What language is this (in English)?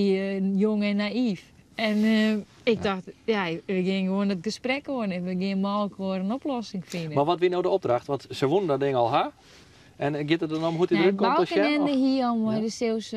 Western Frisian